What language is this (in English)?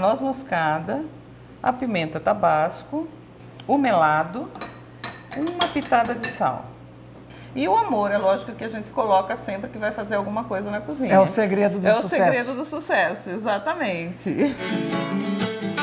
Portuguese